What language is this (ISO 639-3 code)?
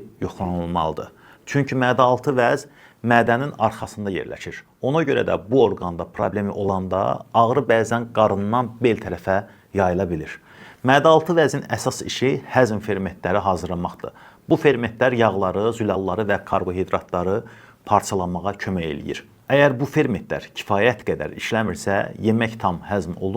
aze